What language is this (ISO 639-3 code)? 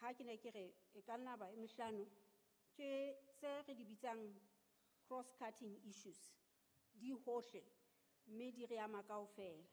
sot